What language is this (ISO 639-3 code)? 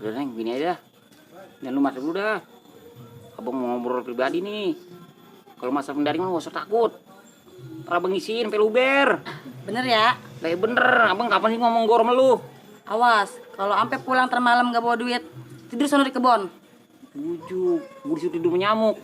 bew